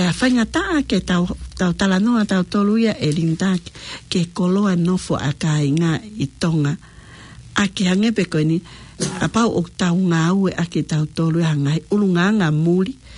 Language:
Tongan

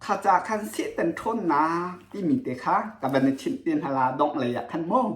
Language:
Hakha Chin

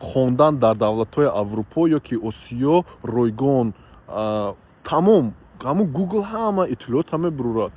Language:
Tajik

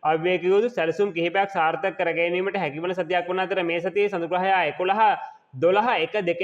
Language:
Sinhala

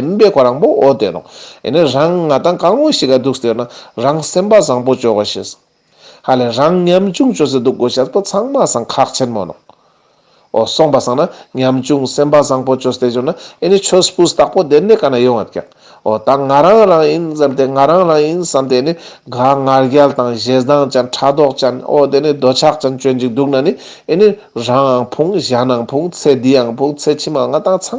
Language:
Ladakhi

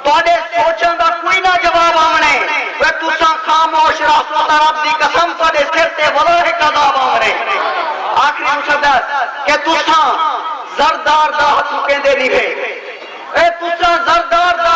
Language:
Saraiki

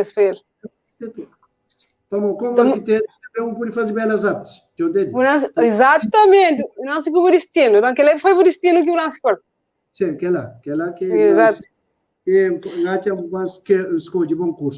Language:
Kabuverdianu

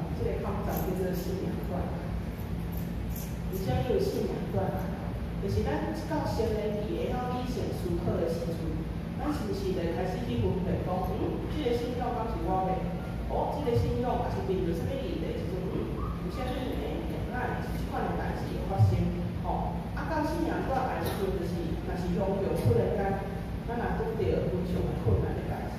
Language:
Min Nan Chinese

